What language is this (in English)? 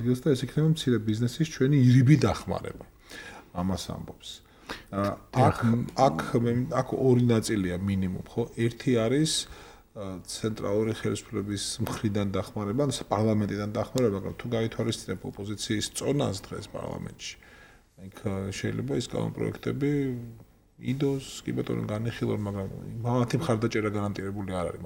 Georgian